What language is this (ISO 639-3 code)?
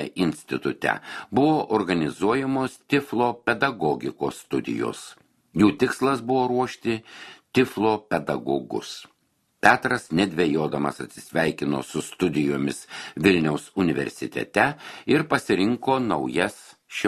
lit